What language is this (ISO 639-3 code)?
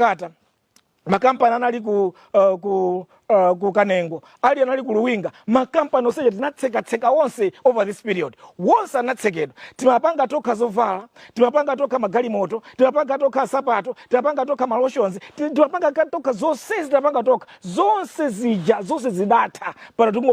nya